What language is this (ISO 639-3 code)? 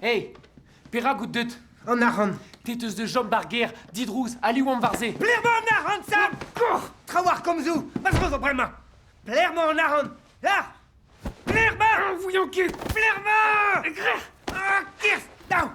bre